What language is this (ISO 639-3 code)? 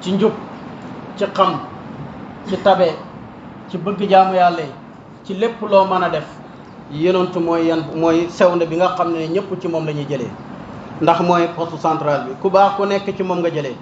wol